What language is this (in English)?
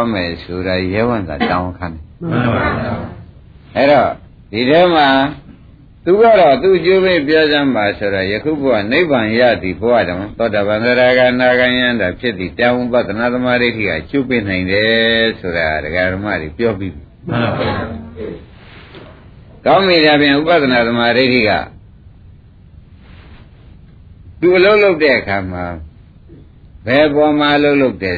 Burmese